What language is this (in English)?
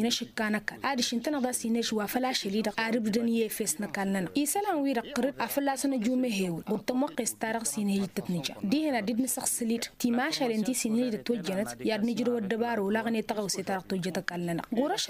Tamasheq